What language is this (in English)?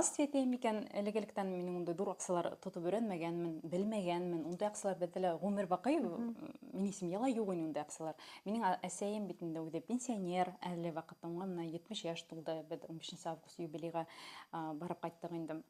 Bashkir